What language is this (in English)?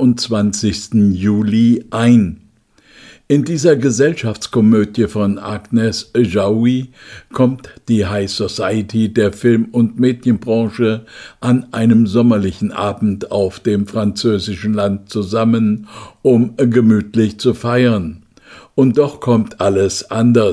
German